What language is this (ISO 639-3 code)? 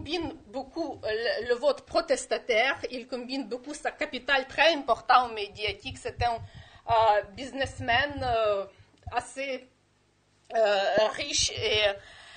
fra